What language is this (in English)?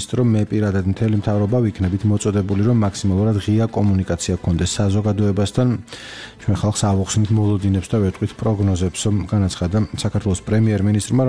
Georgian